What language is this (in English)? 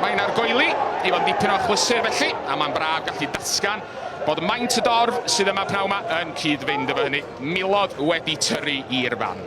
Welsh